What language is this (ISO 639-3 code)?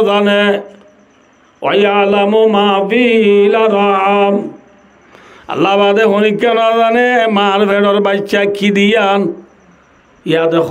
rhg